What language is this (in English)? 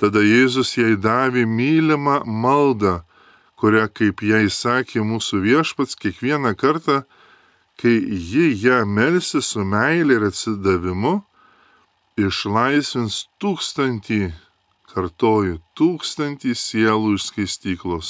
Lithuanian